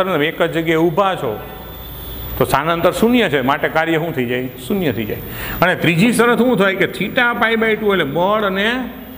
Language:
Gujarati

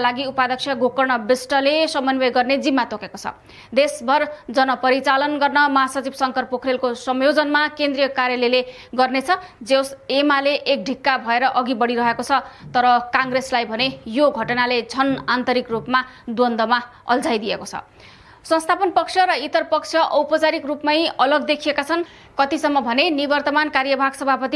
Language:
Nepali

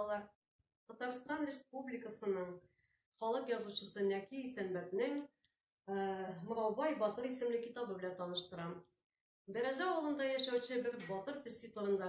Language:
Tatar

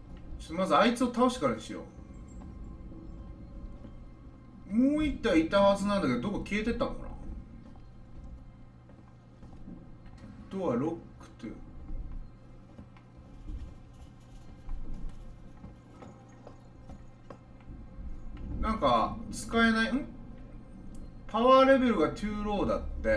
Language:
Japanese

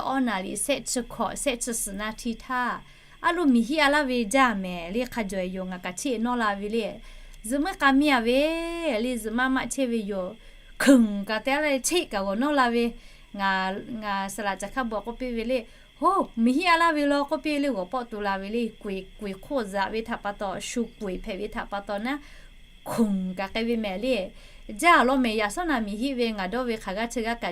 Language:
Lahu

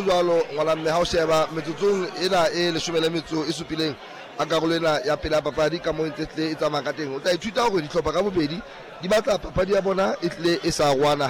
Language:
Southern Sotho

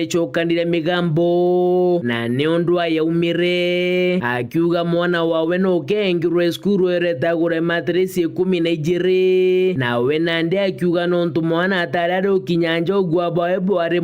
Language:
Meru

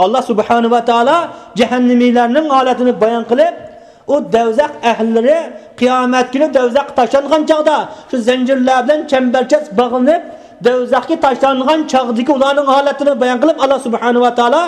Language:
Uyghur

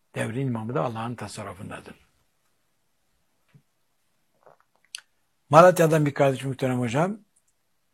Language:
Turkish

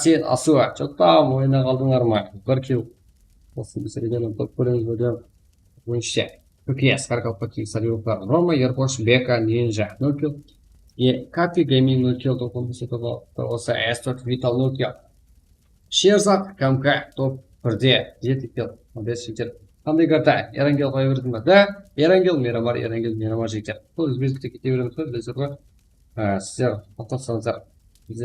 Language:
Kara-Kalpak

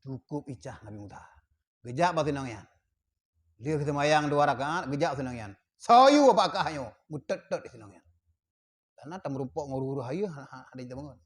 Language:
Achinese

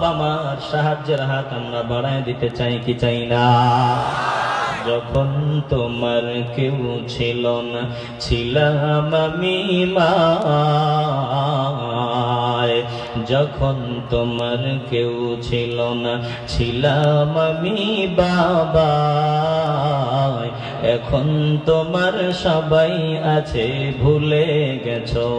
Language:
Bangla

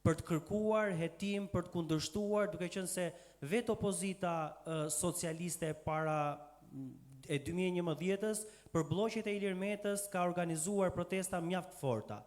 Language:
Albanian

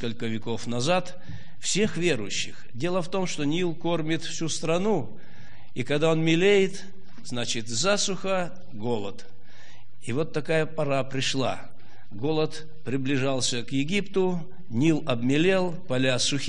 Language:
Russian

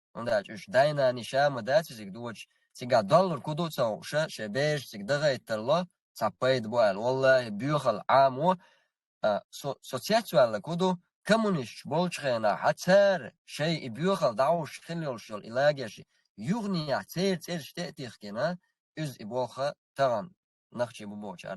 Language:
Chechen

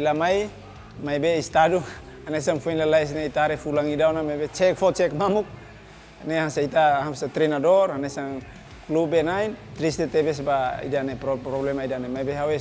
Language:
Tetum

